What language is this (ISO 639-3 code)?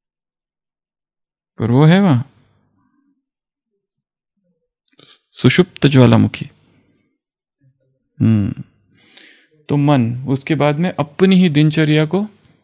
hin